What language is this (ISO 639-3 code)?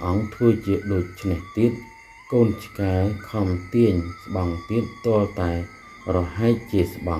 khm